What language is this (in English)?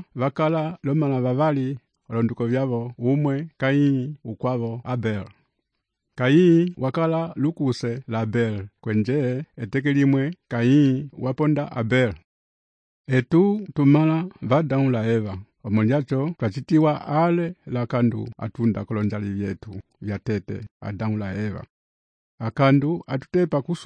Umbundu